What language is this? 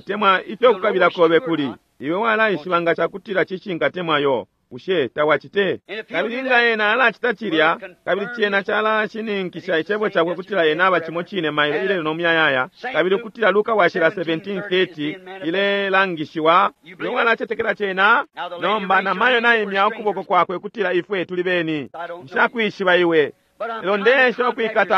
Bemba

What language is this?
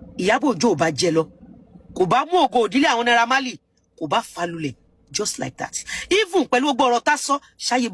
Yoruba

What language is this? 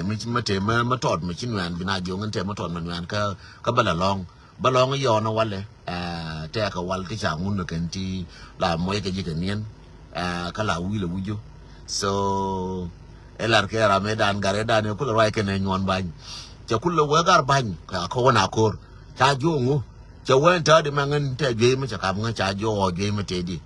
Nuer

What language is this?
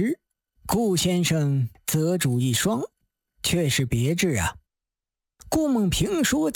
Chinese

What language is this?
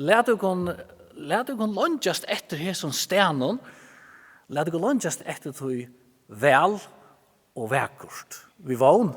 Faroese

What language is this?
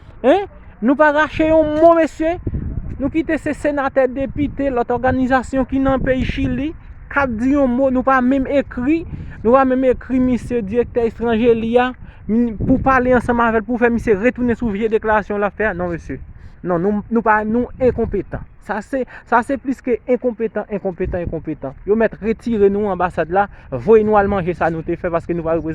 Haitian Creole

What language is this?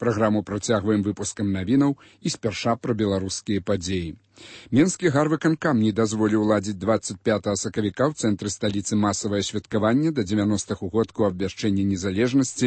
Belarusian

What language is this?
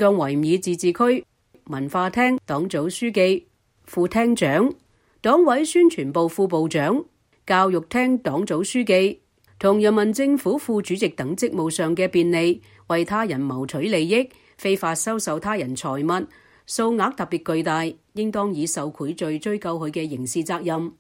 Cantonese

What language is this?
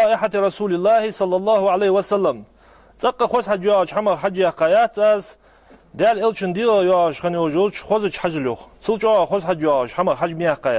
Ingush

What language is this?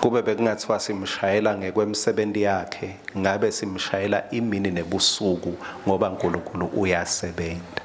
Swati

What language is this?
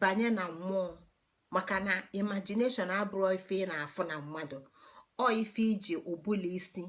Igbo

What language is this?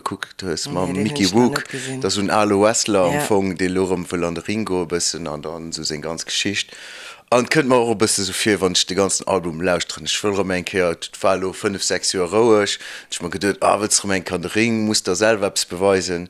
Luxembourgish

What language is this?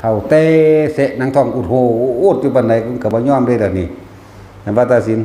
Northeastern Thai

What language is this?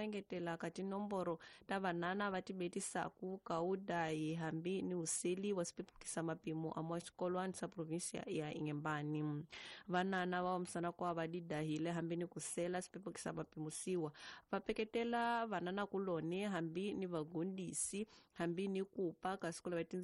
Tsonga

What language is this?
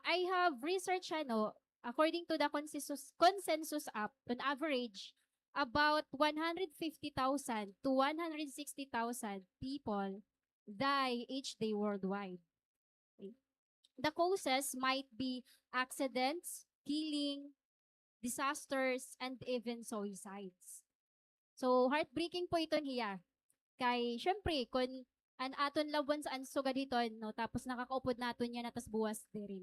Waray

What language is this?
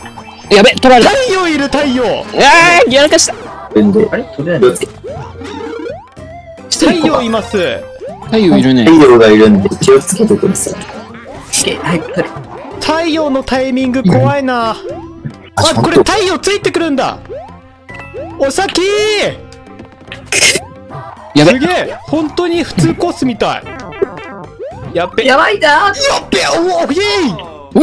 Japanese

